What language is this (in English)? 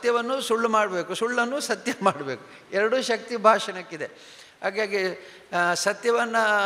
Kannada